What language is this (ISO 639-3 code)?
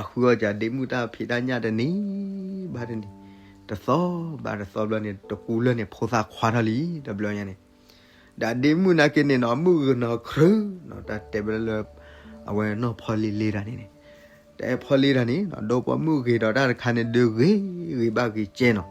ksw